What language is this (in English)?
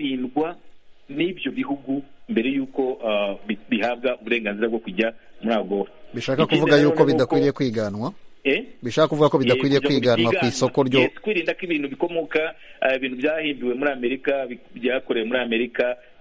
Kinyarwanda